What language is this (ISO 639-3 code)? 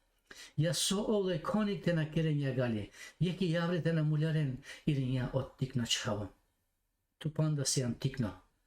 rmn